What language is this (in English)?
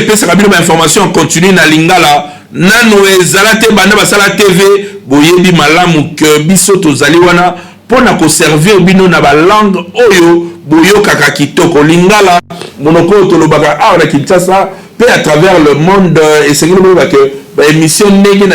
Lingala